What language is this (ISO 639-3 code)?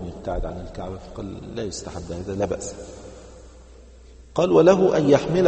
ara